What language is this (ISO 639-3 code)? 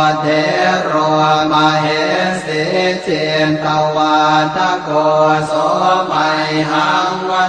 pli